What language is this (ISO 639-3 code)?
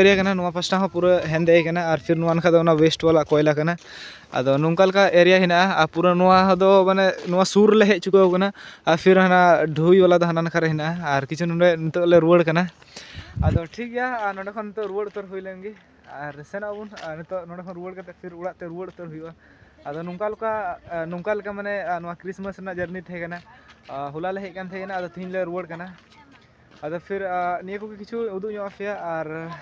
sat